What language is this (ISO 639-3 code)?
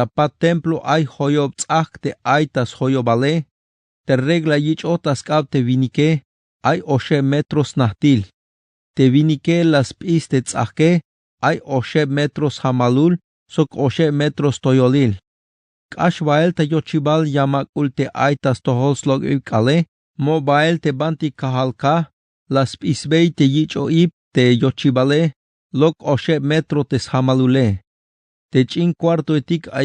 tzh